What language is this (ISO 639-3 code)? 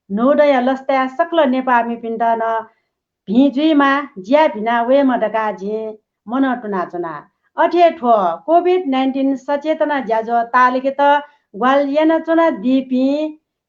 new